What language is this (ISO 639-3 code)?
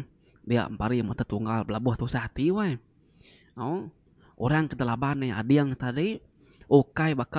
iba